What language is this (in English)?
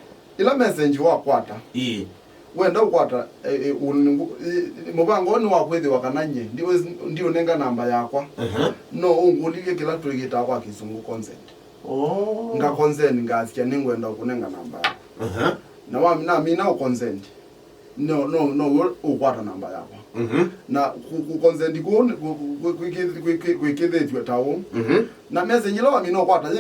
Kamba